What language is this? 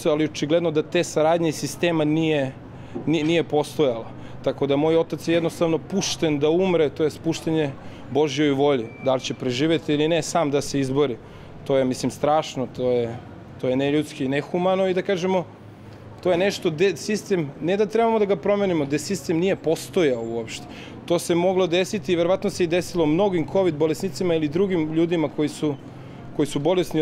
Croatian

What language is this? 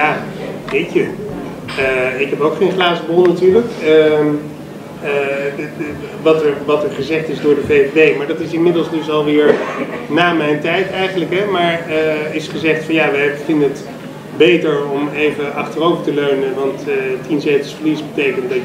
Dutch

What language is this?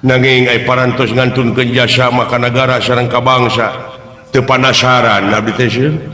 Sundanese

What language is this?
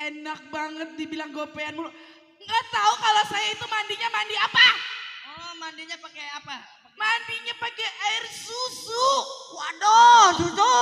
Betawi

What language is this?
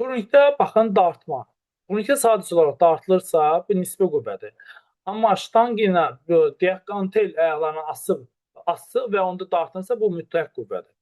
Azerbaijani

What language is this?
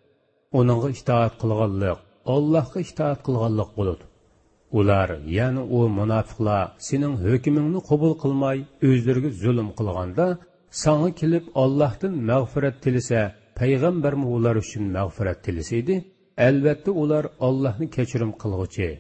Uyghur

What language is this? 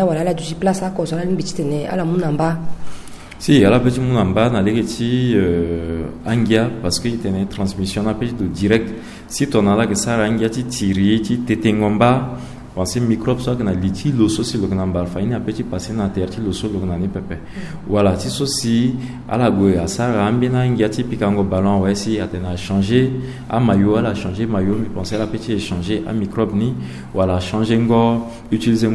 Sango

